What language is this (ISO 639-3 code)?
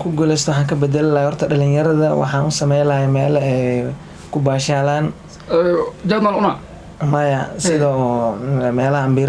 som